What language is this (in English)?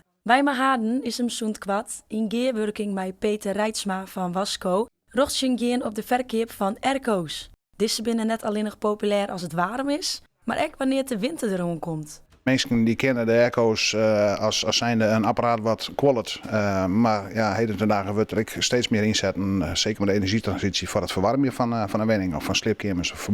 Western Frisian